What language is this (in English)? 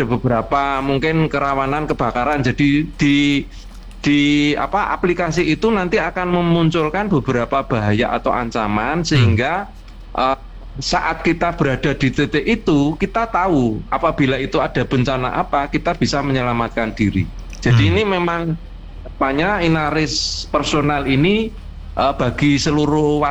Indonesian